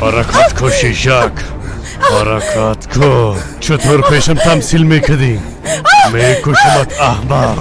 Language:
Persian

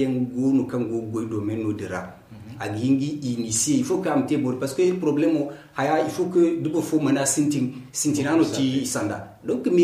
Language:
Zarma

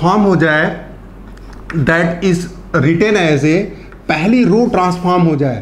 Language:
Hindi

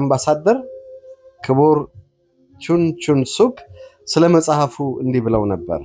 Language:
Amharic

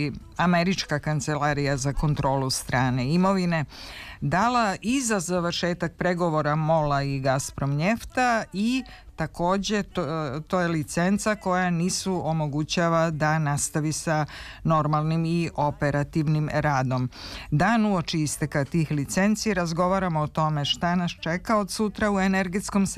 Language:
Serbian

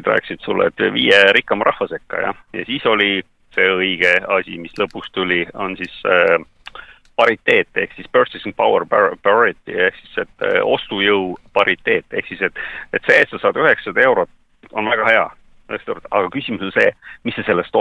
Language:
Estonian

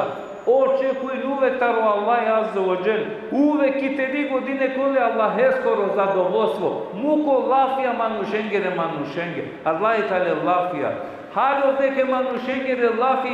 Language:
Balkan Romani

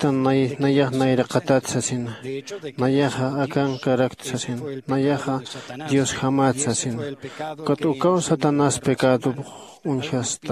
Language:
Aymara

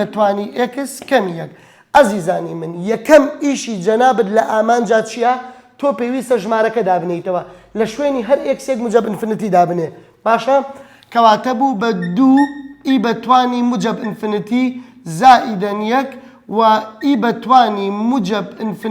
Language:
Central Kurdish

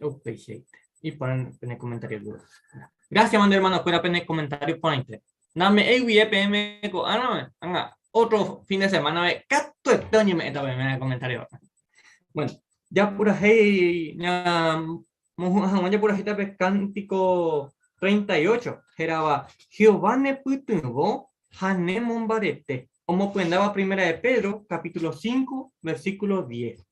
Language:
Guarani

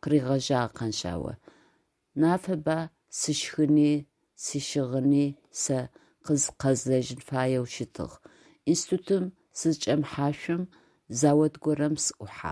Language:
Adyghe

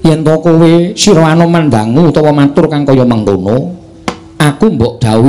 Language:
Javanese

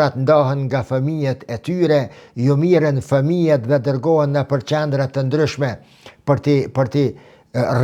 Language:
Albanian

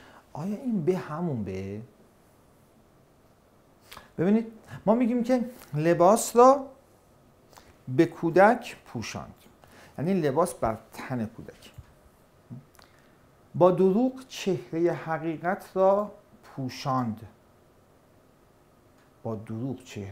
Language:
Persian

